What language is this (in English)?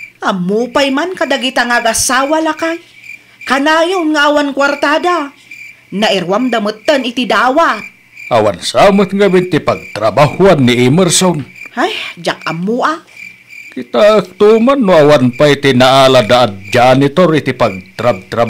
Iloko